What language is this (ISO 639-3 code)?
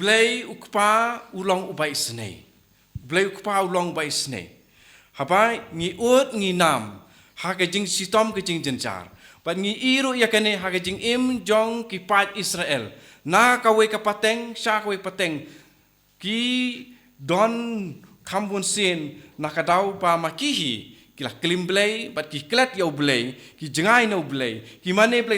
kha